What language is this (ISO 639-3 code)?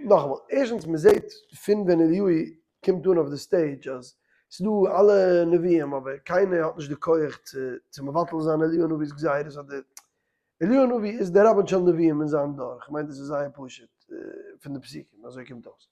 yid